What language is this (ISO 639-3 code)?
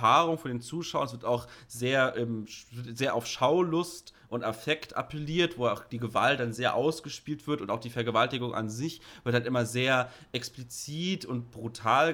deu